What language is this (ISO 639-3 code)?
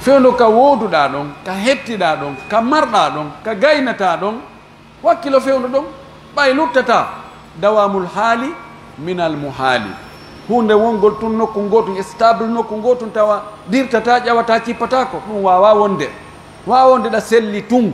fuf